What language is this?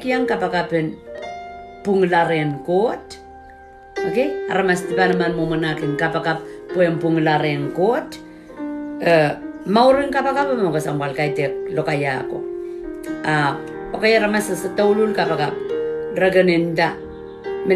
Pohnpeian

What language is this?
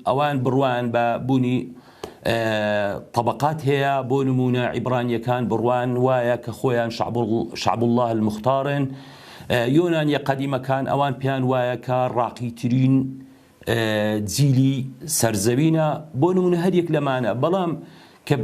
Central Kurdish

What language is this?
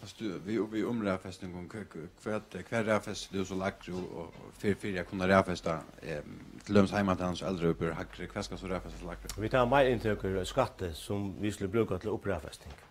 Faroese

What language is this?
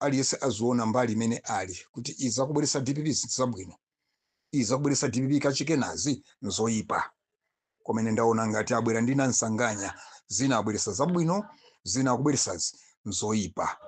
Nyanja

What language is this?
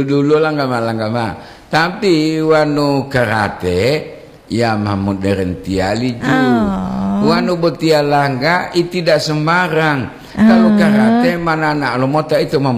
Gorontalo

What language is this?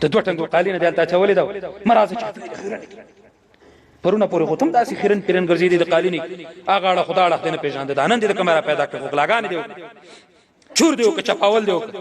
Pashto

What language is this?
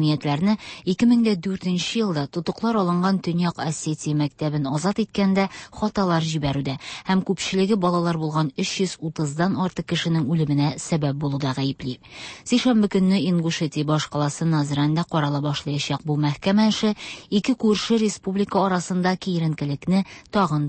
Tatar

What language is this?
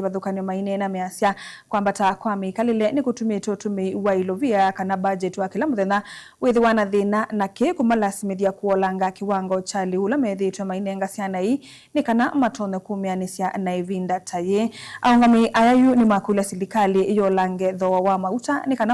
Kamba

